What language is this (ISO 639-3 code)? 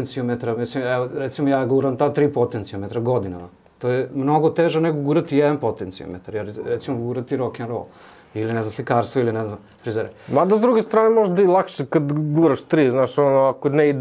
srp